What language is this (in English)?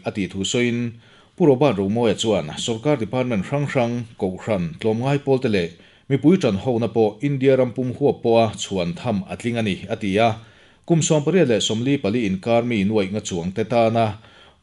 Mizo